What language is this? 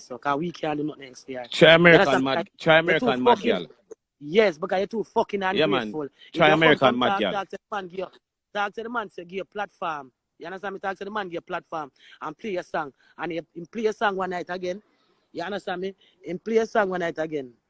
Jamaican Creole English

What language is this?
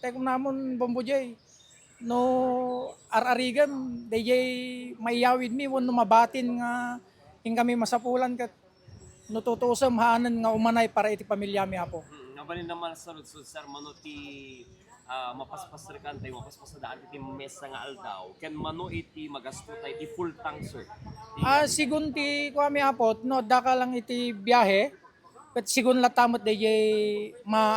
Iloko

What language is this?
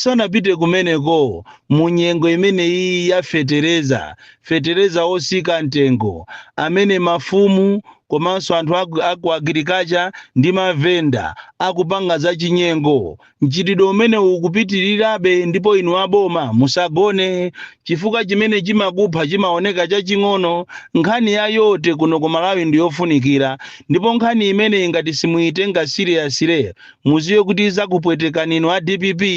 Nyanja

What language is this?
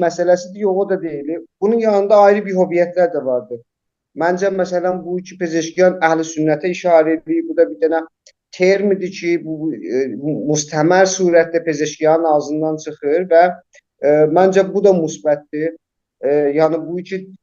South Azerbaijani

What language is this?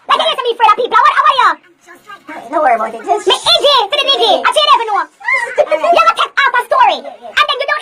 Jamaican Creole English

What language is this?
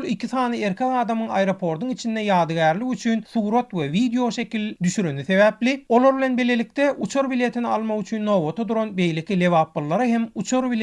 Turkmen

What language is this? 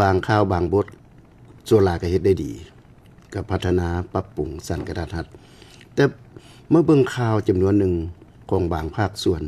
Lao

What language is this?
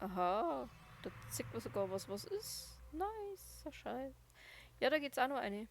Bavarian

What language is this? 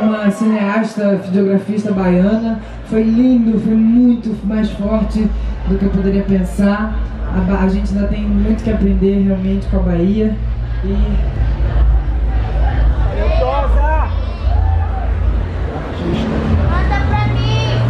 Portuguese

